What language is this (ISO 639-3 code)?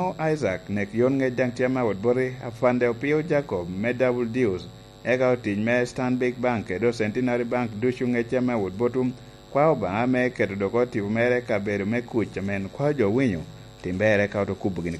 laj